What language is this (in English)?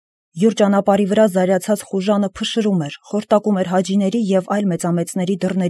Armenian